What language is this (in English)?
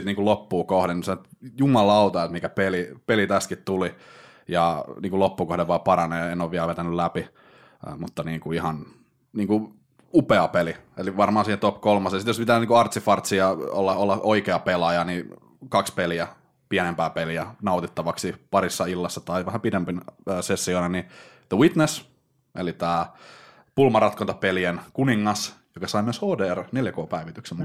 Finnish